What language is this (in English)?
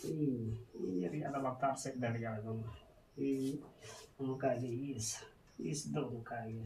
Santali